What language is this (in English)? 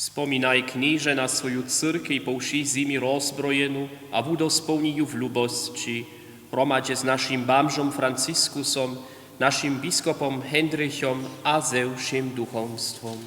Upper Sorbian